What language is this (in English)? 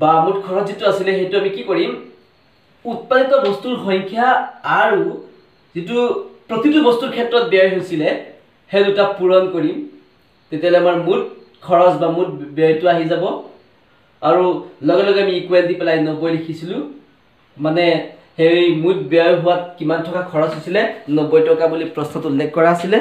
Assamese